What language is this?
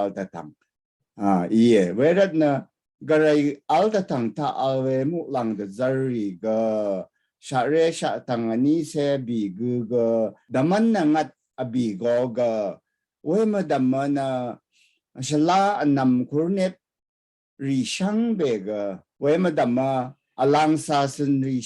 Rawang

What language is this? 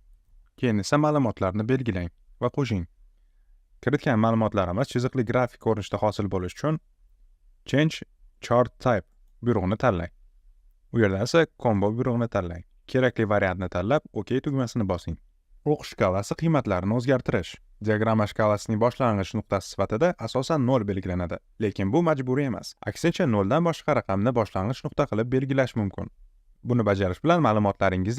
Uzbek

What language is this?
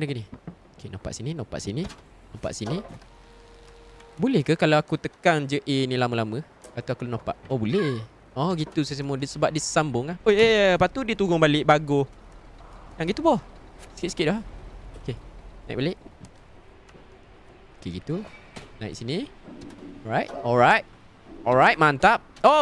Malay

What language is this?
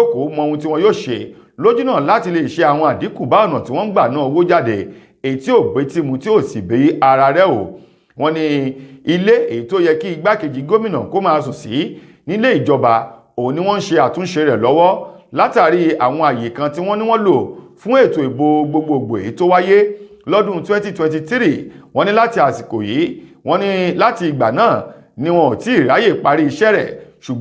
Yoruba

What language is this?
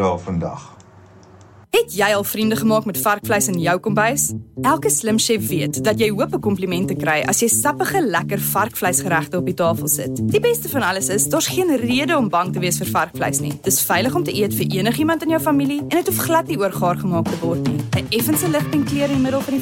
Afrikaans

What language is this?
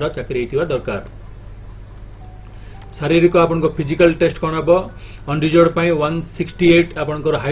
Odia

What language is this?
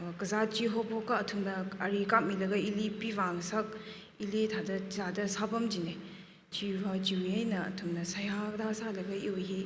Tangkhul Naga (India)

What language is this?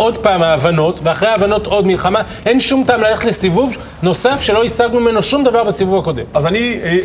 Hebrew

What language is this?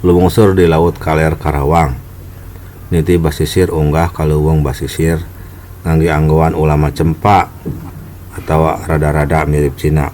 Sundanese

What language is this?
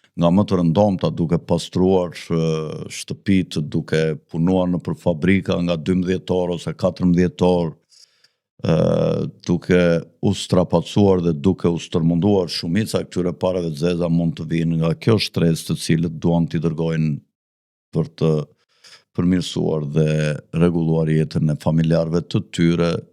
Albanian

